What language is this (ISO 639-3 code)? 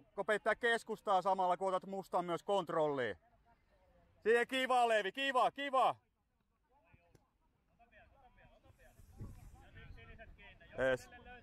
fin